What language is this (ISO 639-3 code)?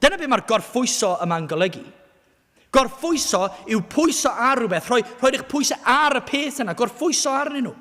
cym